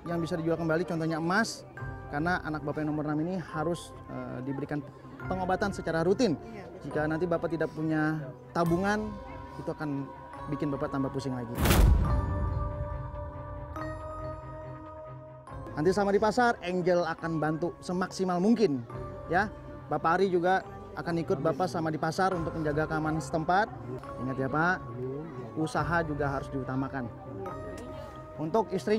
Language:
Indonesian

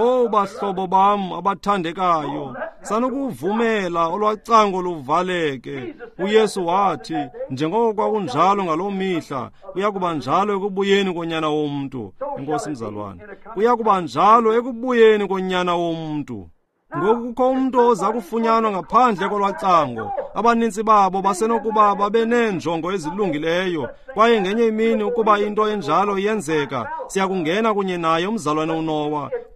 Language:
Xhosa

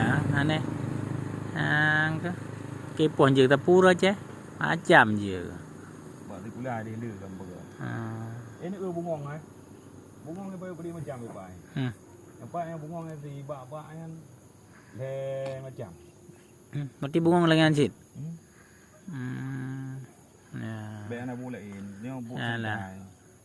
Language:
Achinese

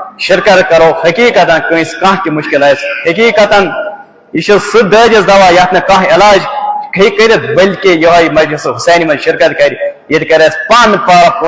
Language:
Kashmiri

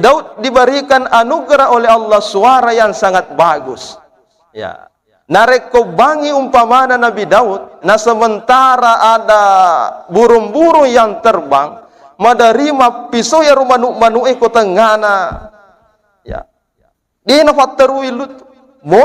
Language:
Buginese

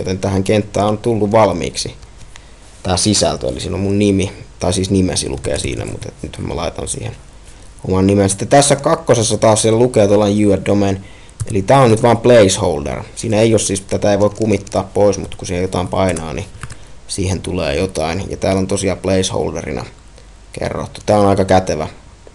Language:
Finnish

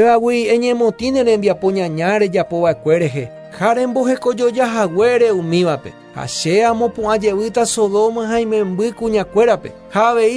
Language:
Guarani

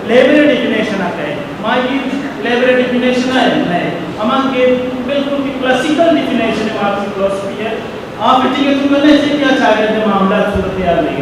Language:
Eastern Balochi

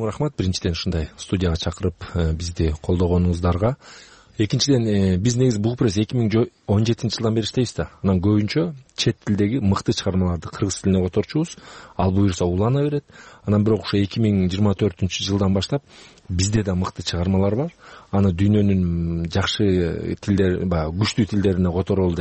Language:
Kyrgyz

